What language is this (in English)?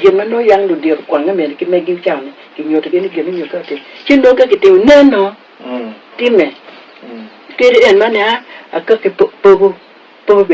Acoli